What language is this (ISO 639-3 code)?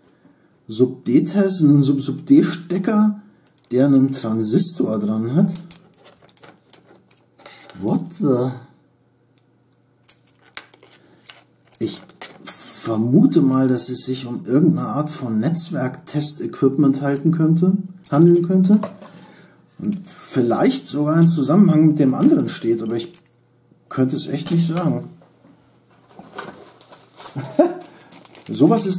deu